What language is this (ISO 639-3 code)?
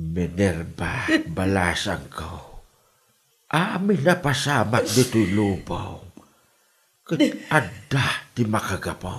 ilo